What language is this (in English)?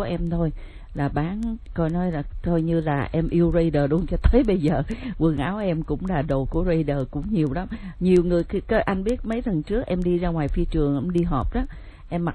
Vietnamese